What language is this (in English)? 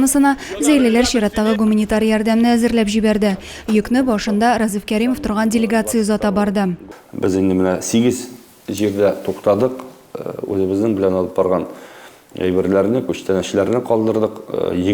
Tatar